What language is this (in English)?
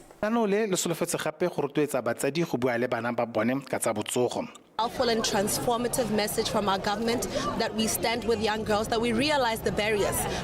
Tswana